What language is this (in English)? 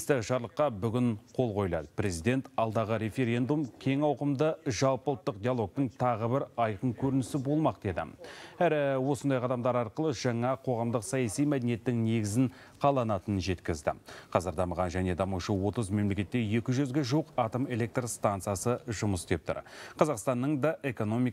Kazakh